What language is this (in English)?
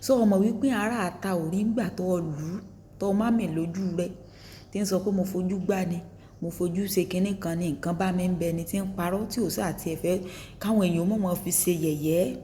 Yoruba